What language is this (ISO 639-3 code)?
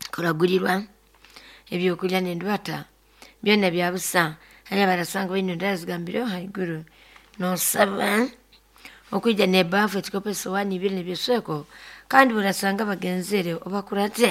nyo